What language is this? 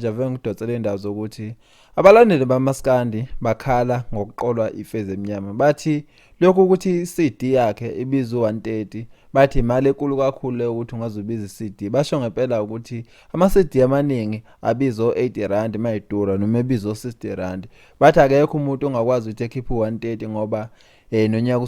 Zulu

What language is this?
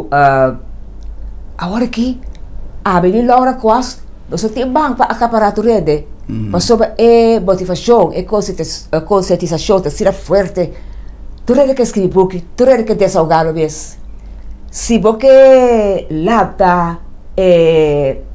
Portuguese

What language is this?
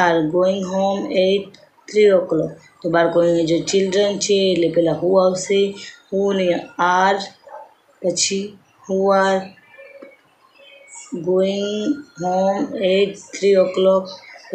Gujarati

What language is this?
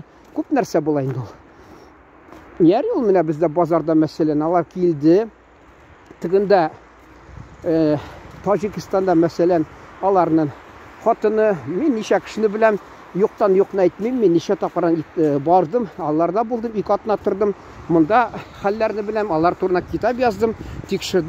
Tatar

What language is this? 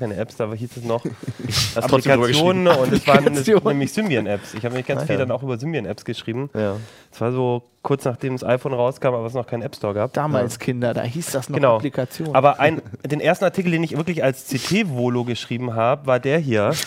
German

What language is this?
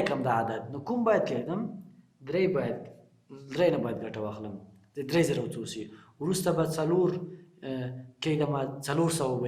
Pashto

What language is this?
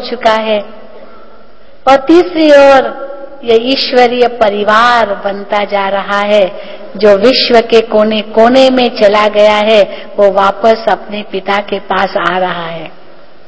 Hindi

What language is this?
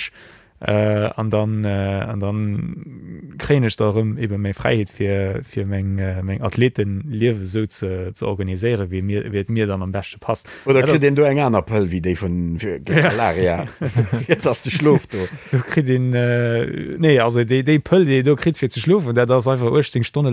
Luxembourgish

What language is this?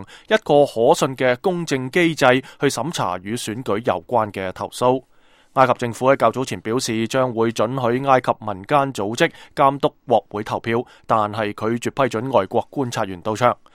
Cantonese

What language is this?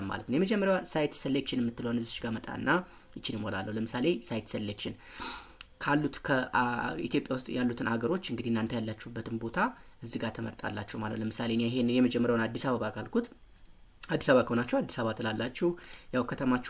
Amharic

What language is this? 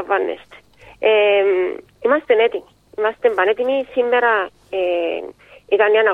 Greek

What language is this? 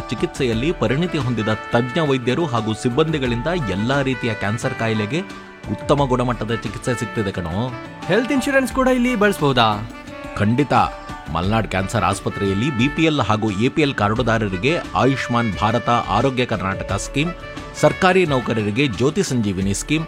Kannada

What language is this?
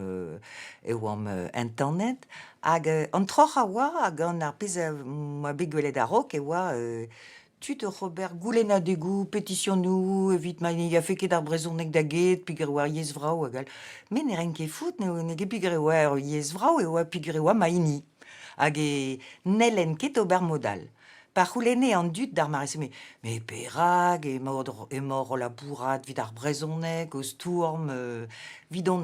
Breton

